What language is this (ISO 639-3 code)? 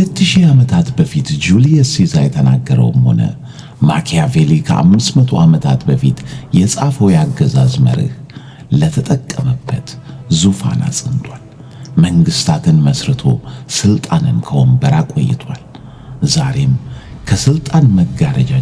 amh